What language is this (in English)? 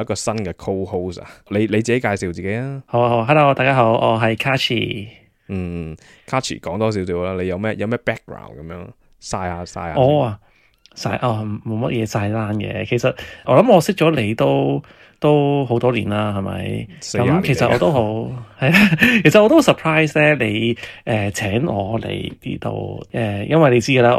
Cantonese